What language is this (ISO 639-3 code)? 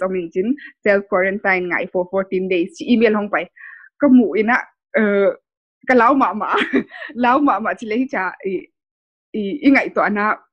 pck